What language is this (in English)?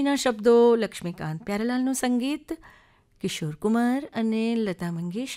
Gujarati